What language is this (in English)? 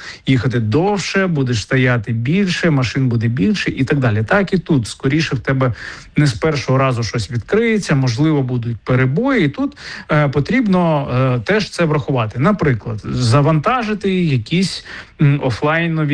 Ukrainian